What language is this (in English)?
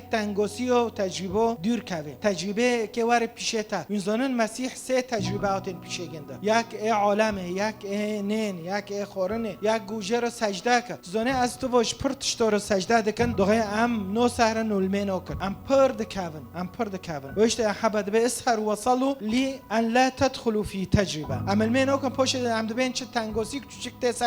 Kurdish